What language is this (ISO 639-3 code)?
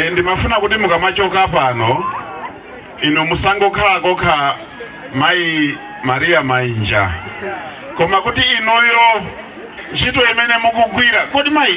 nya